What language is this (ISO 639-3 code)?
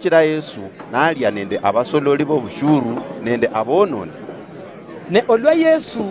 luy